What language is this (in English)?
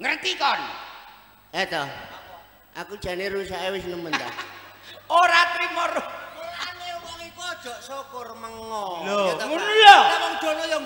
Javanese